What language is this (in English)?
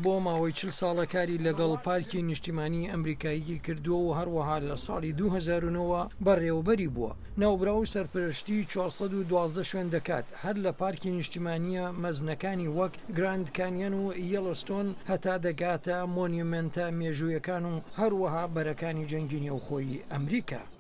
Central Kurdish